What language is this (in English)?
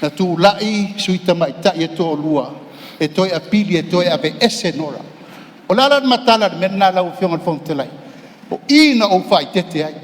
Samoan